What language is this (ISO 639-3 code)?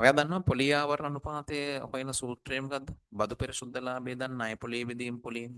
sin